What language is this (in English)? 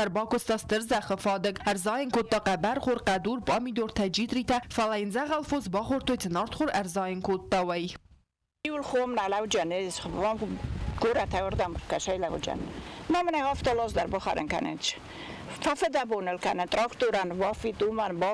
Ossetic